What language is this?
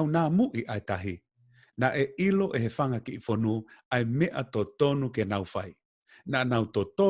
Tongan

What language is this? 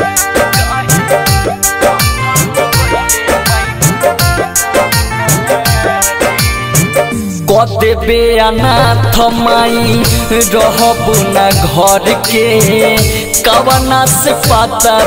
Bhojpuri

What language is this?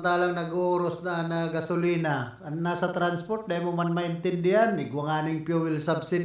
Bikol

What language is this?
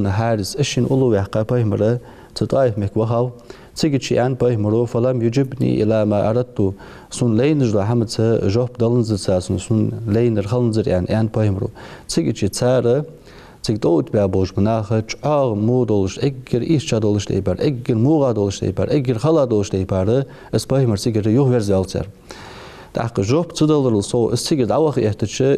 Ingush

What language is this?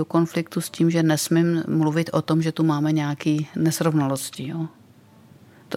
Czech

